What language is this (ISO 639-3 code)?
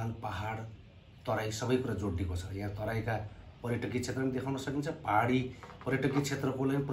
nep